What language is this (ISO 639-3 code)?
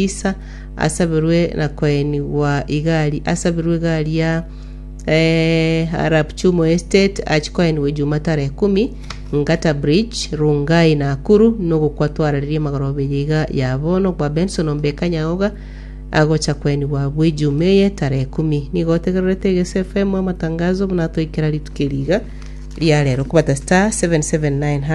guz